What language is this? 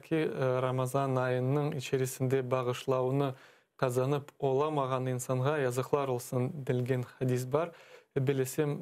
Crimean Tatar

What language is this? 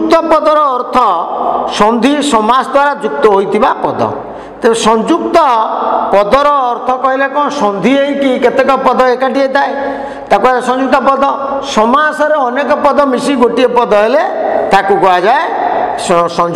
Odia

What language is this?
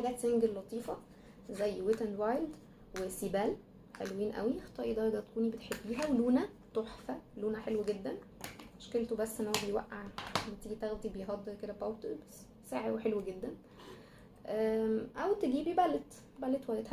Egyptian Arabic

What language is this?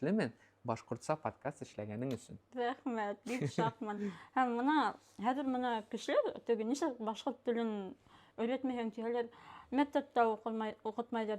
Bashkir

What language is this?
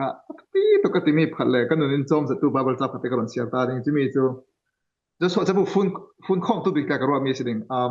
Falam Chin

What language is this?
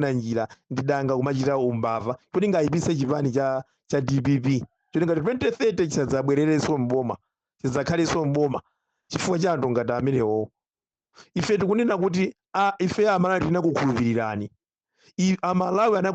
Nyanja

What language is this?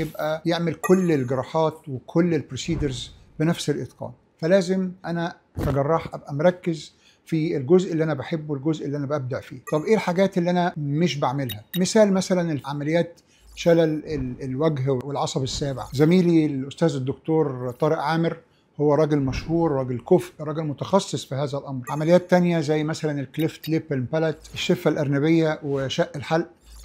Egyptian Arabic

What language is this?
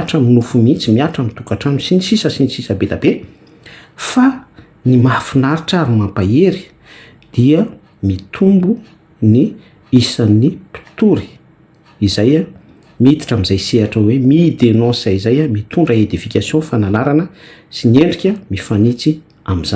Malagasy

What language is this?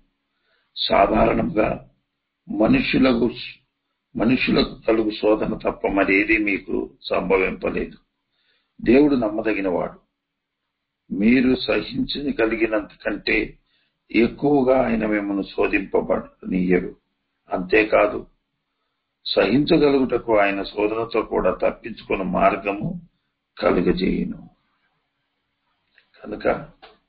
Telugu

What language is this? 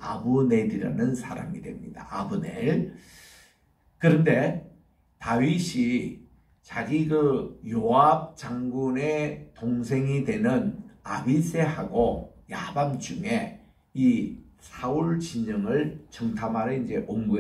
Korean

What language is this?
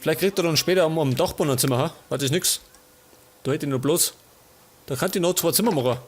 Bavarian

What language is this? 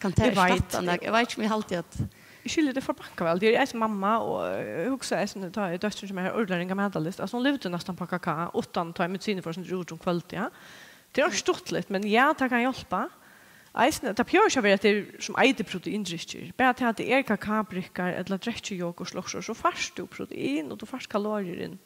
Faroese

